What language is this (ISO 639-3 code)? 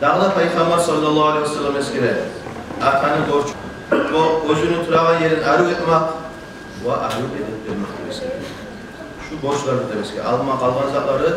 kum